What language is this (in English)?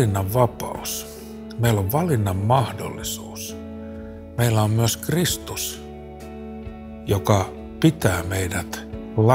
Finnish